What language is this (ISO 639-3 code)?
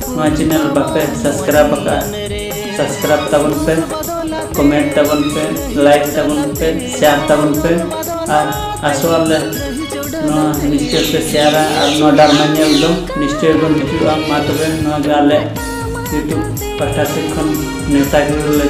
sat